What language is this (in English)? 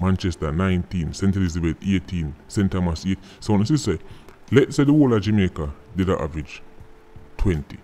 Jamaican Creole English